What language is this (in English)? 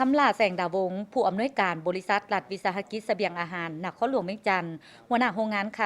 Lao